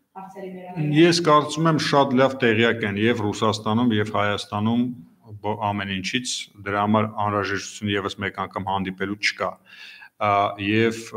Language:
Armenian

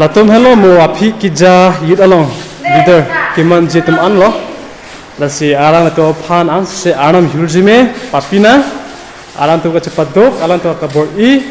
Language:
Karbi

